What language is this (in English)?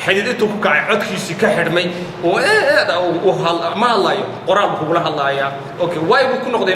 Somali